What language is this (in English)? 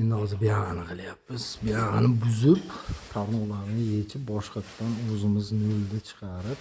Uzbek